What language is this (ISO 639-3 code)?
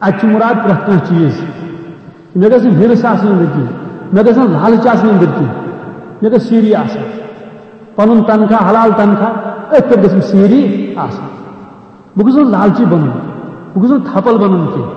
kas